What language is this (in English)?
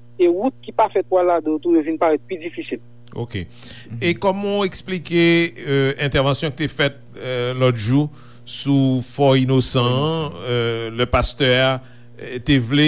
Haitian Creole